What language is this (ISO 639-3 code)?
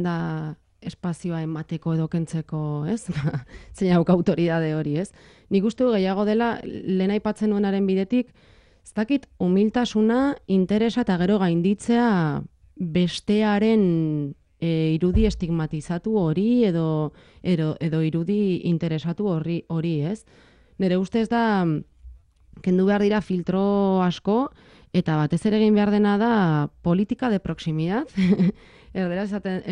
eus